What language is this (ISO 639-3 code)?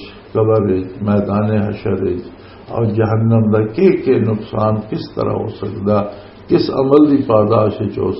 lah